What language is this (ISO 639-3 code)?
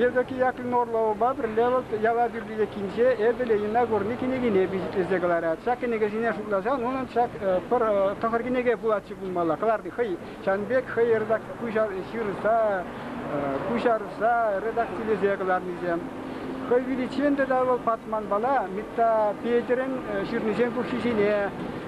chv